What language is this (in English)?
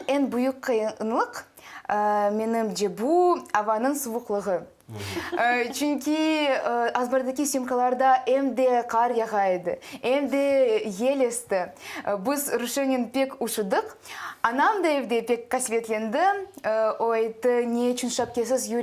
Crimean Tatar